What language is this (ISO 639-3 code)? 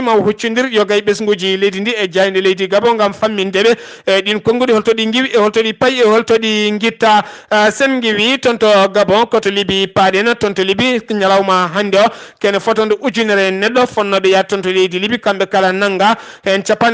ful